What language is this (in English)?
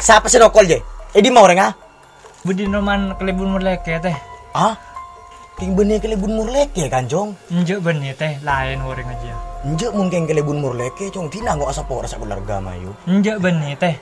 Madurese